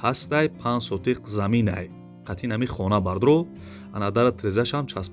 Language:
Tajik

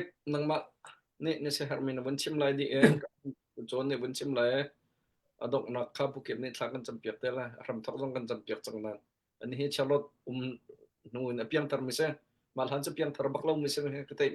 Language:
Hakha Chin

